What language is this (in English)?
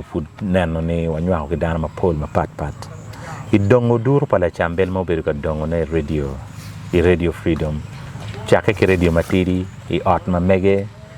Acoli